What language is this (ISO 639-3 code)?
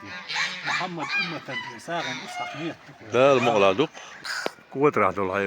che